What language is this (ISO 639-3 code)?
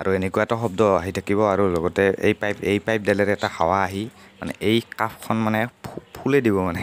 asm